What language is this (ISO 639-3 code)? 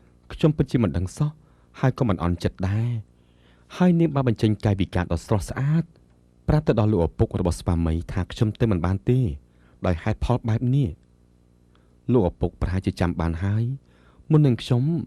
khm